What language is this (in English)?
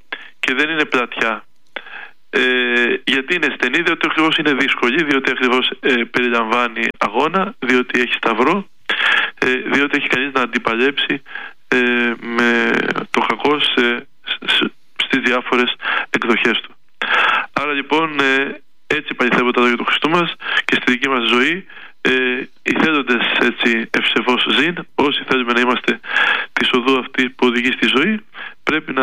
Greek